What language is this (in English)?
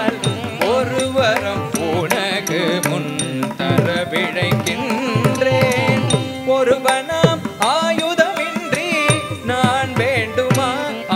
Tamil